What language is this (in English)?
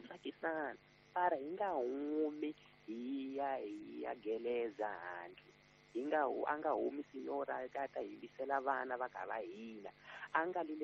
Tsonga